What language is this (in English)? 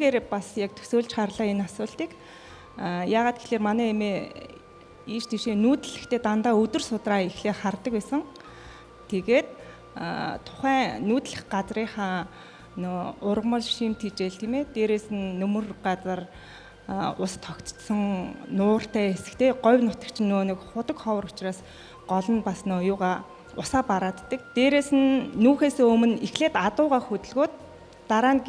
Mongolian